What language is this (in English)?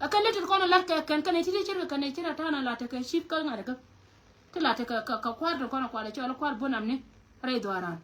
Nuer